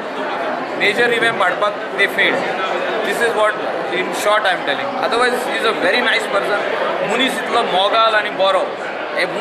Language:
Konkani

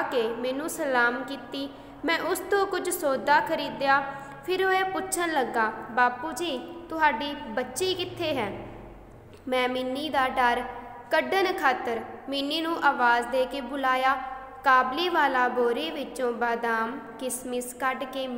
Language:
Punjabi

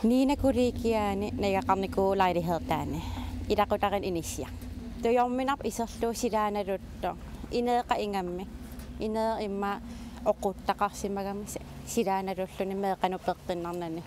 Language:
Kalaallisut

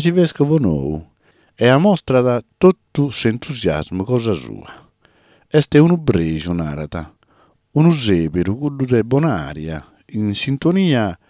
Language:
Sardinian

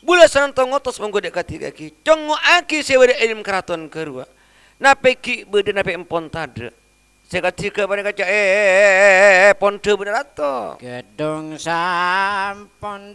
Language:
Madurese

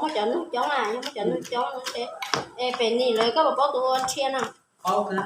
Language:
Hmong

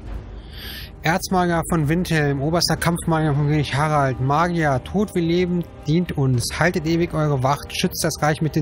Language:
German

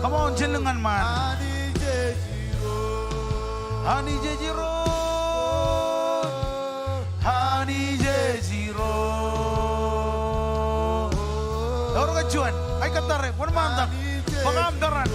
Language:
Marshallese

